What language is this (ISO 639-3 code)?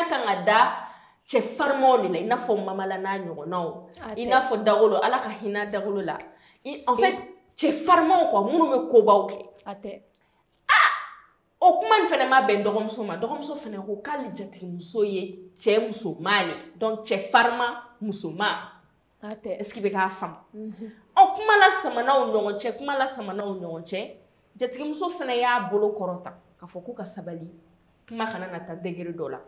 bam